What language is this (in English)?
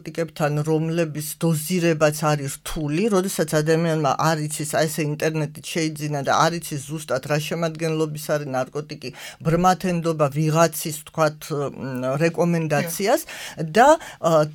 Georgian